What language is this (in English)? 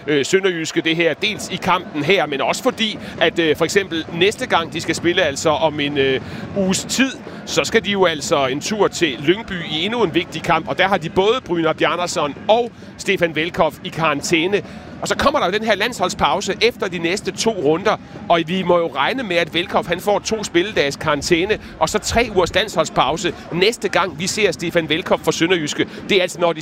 Danish